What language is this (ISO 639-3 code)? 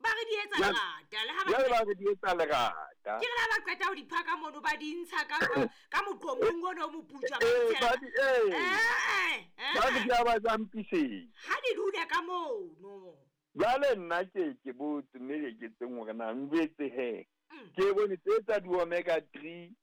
sot